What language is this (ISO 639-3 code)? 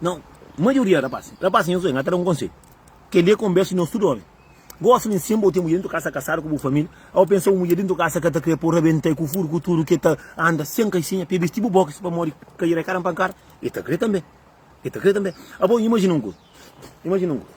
kea